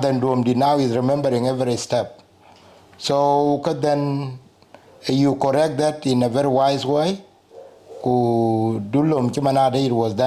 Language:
Dinka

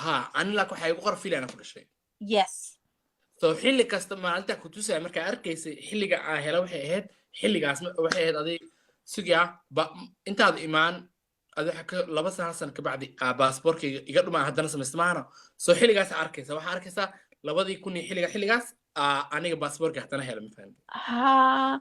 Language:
Somali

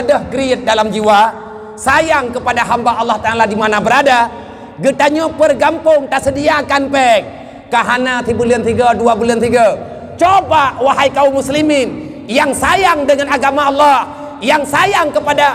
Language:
Achinese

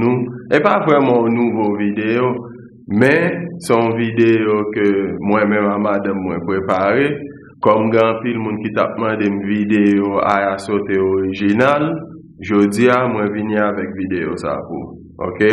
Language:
Haitian Creole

